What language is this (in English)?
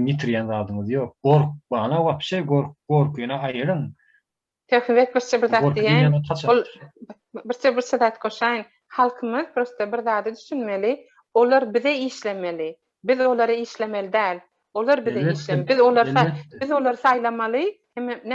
Turkmen